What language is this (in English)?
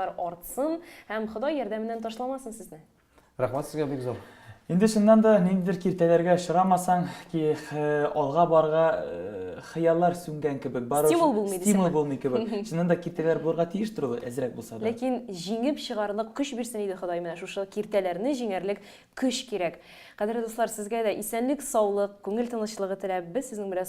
Tatar